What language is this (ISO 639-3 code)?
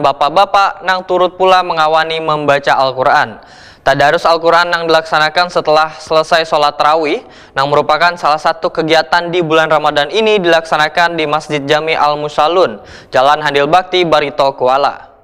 bjn